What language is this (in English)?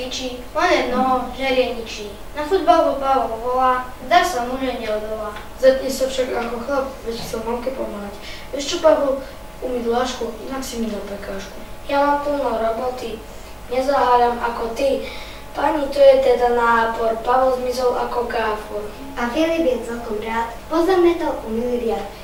Slovak